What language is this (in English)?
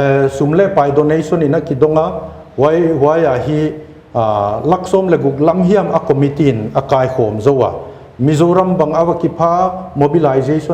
Paite Chin